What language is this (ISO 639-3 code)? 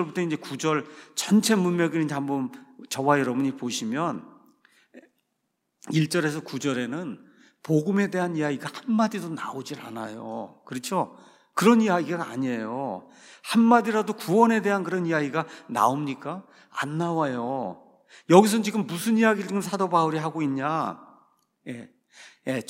kor